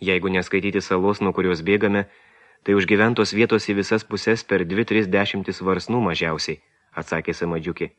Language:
Lithuanian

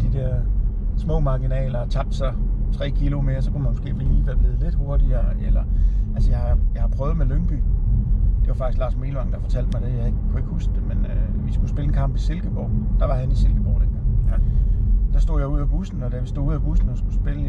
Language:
Danish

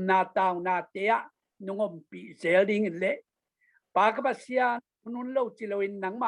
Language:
Tedim Chin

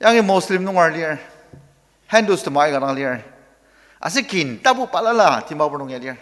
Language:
Ao Naga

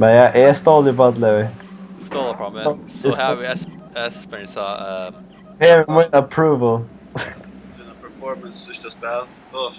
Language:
Faroese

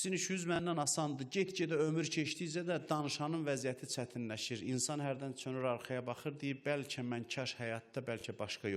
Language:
Azerbaijani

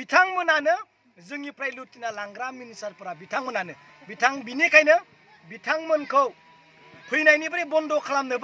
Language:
Bodo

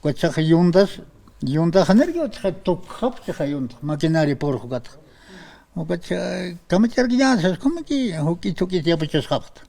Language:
Aymara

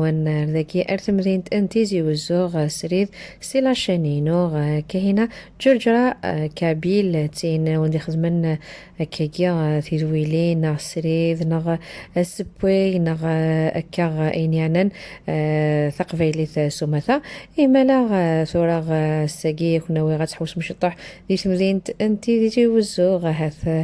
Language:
Kabyle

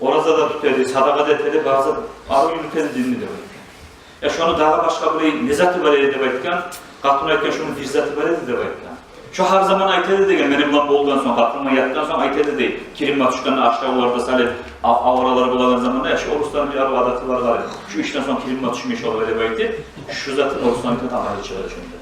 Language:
Kumyk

